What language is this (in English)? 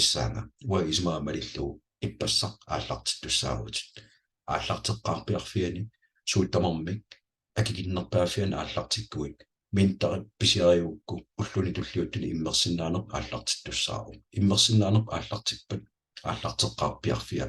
Kalaallisut